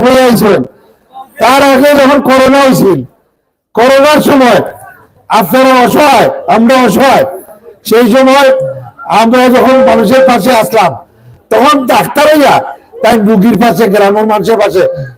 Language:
Sylheti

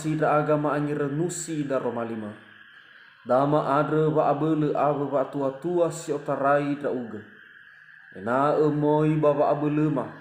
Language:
Nias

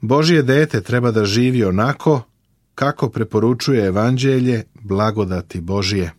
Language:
Serbian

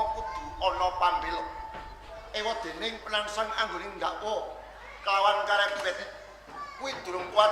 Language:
Javanese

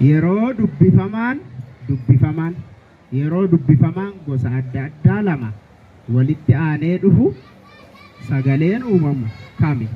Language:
Oromo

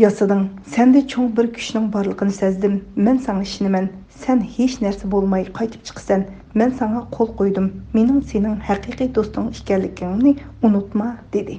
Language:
Uyghur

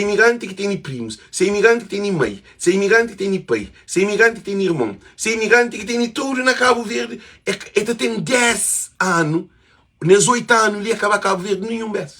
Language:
Kabuverdianu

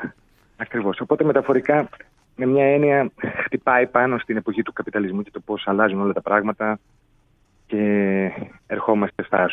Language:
Greek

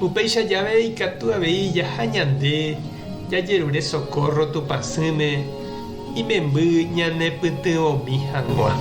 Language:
Guarani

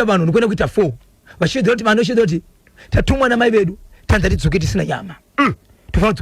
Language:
Shona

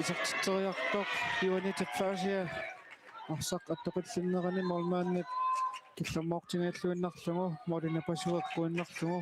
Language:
Kalaallisut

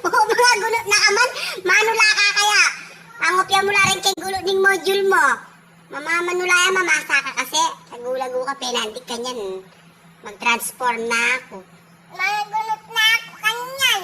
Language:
Pampanga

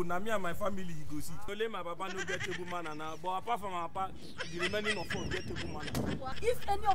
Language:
Nigerian Pidgin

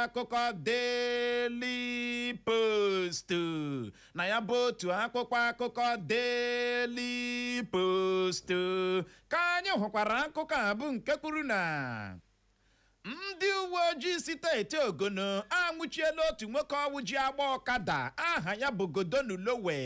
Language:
Igbo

